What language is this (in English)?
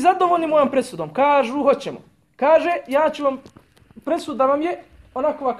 Bosnian